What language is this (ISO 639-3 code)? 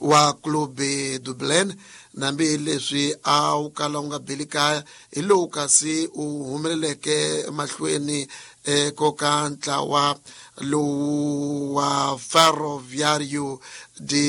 tso